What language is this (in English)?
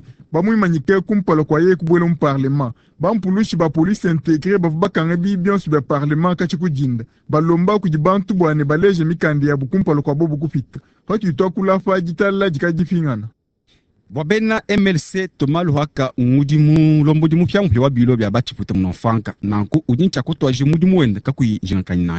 Luba-Lulua